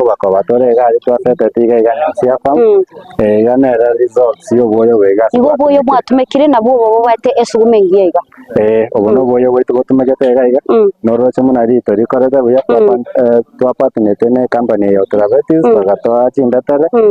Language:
Gusii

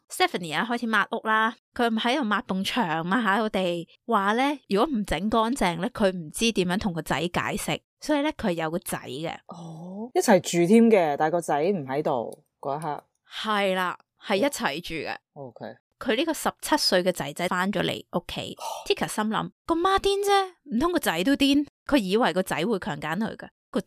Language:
Cantonese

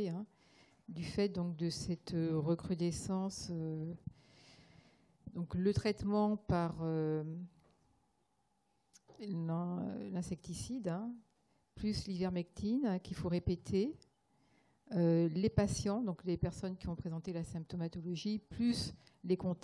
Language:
French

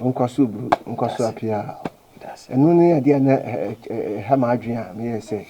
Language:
Akan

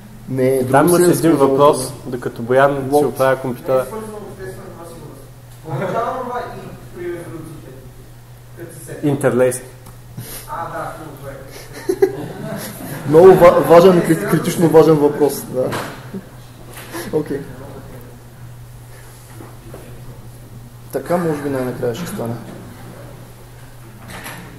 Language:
Bulgarian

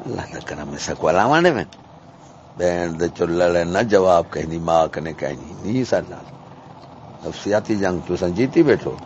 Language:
Saraiki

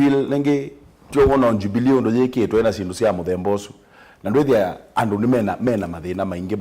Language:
Kamba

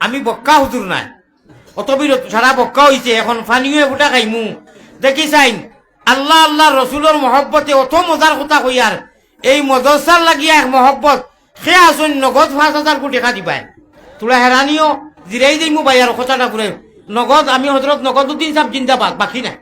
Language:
Sylheti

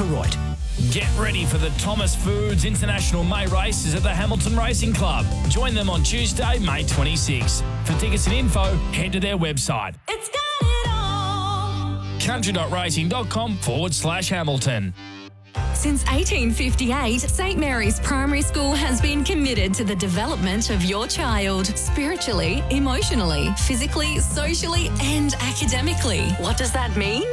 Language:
English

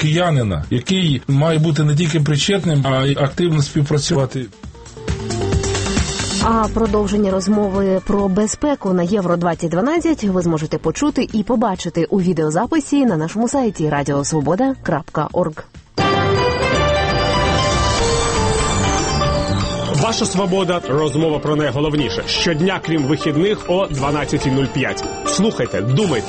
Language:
Ukrainian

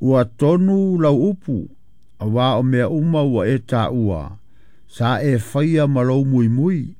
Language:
Samoan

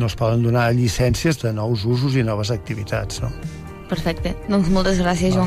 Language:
Catalan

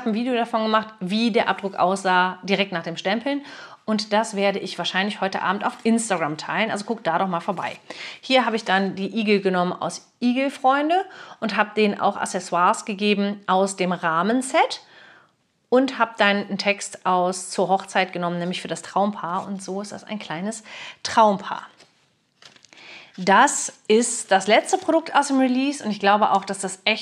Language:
German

